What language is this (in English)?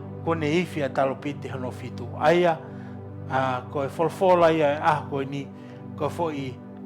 Tongan